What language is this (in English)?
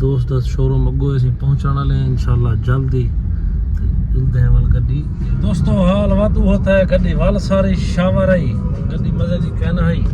Saraiki